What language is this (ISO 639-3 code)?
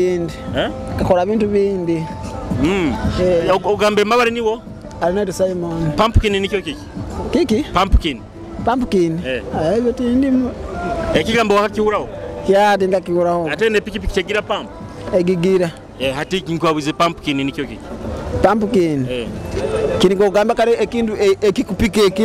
nyo